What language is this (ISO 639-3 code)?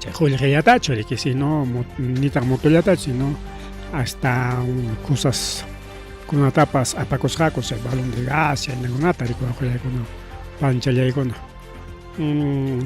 quy